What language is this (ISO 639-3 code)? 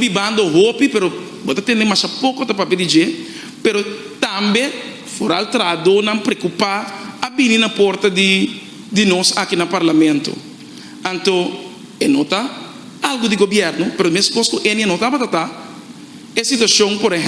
pap